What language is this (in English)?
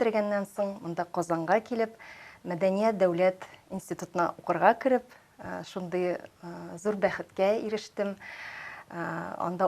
Tatar